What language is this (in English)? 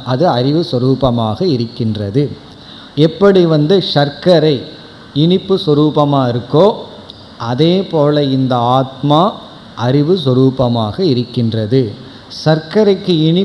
Tamil